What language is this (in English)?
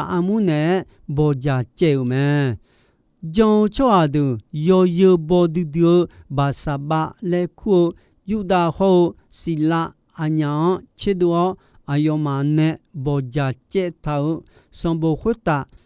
Akha